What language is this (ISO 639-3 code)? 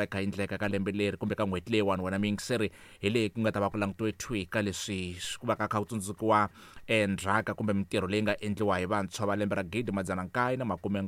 tso